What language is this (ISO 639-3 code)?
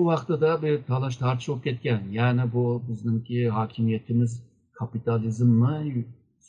uig